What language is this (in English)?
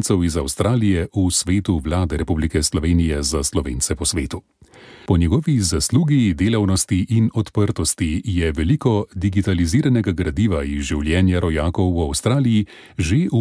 Slovenian